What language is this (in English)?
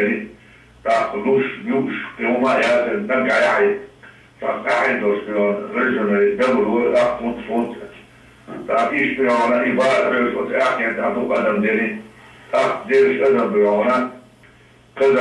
Chechen